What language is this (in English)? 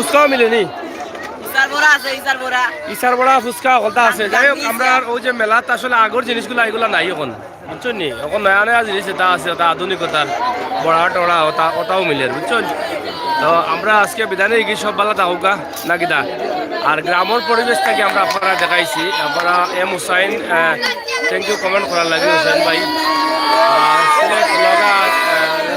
Sylheti